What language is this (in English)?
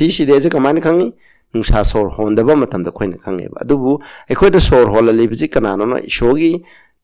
Manipuri